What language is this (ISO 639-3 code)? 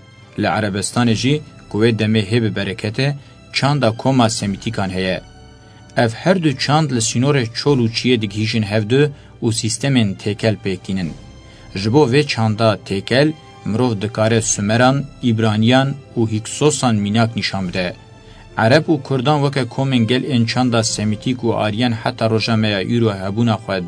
kur